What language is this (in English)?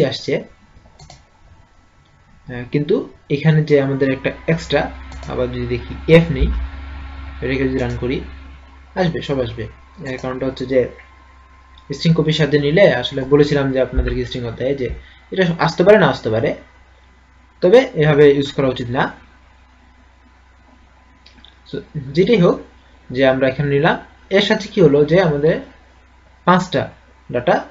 Bangla